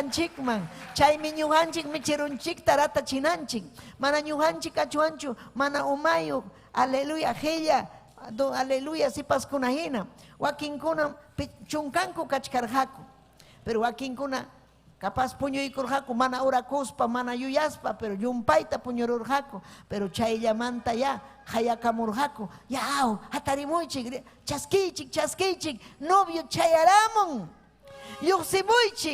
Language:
Ayacucho Quechua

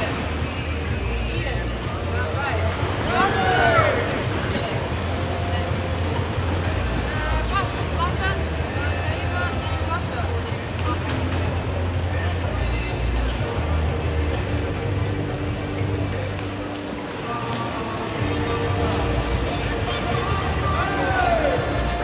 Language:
Dutch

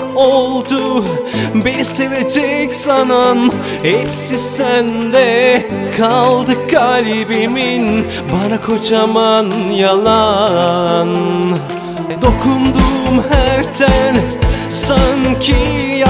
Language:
Turkish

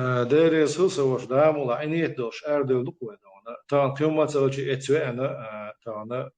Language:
Chechen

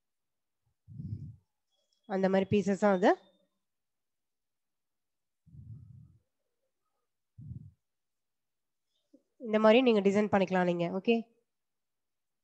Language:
Tamil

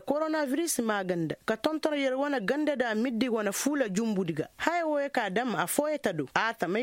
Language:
Koyraboro Senni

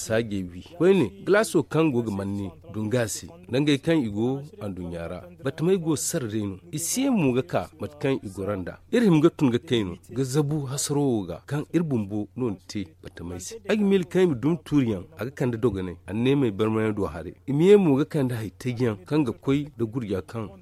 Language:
Zarma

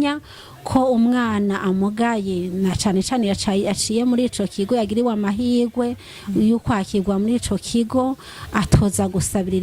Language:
Rundi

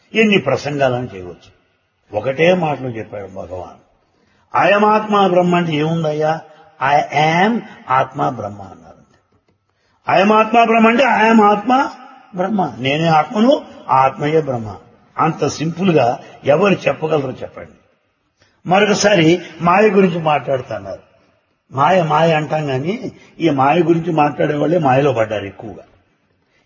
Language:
Telugu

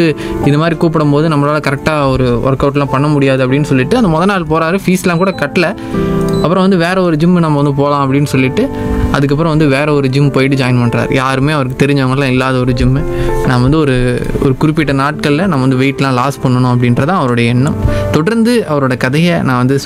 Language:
Tamil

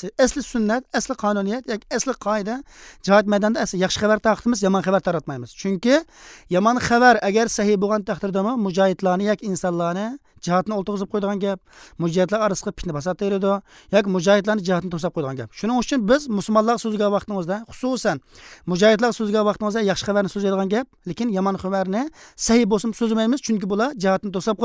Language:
Uzbek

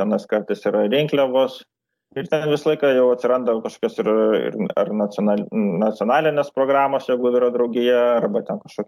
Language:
Lithuanian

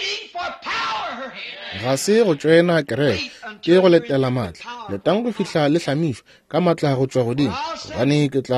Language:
Northern Sotho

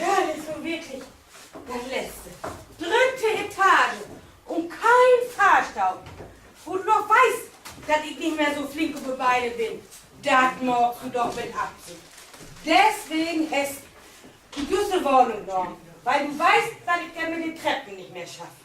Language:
Low German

